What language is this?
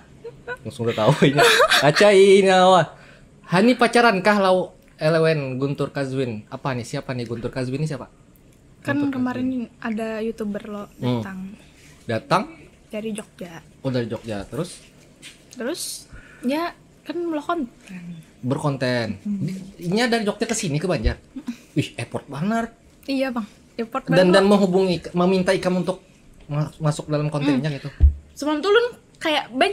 Banjar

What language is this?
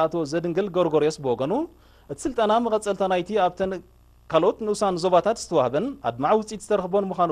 Tigrinya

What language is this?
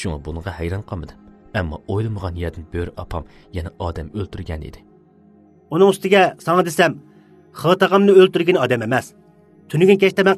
Uyghur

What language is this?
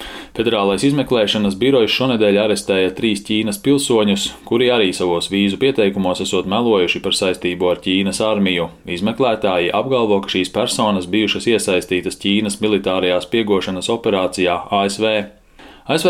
Latvian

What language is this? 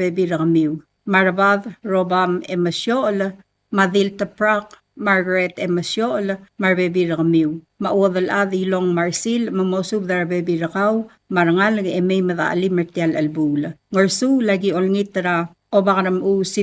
Palauan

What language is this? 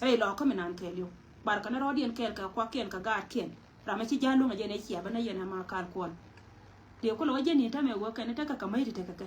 Nuer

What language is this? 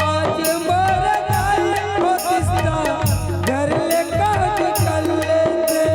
Chhattisgarhi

